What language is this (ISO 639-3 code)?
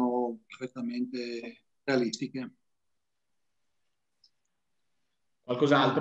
ita